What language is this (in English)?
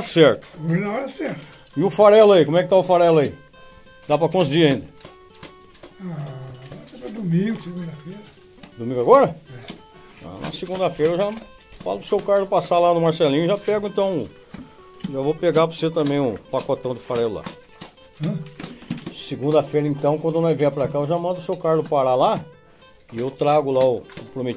Portuguese